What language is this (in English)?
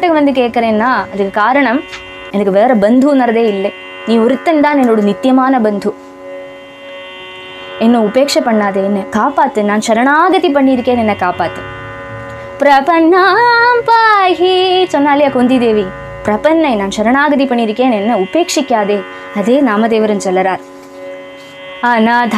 Tamil